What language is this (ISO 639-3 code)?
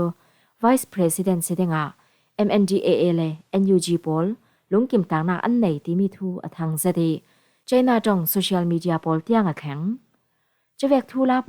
cfm